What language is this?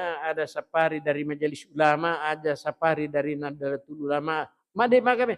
Buginese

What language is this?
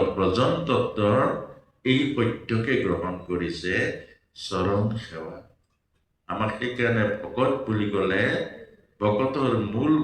Assamese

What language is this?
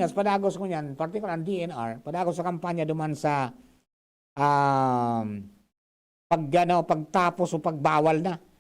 Bikol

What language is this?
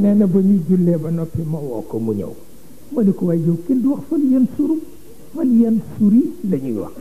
Wolof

